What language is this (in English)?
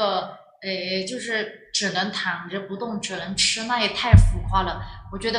Chinese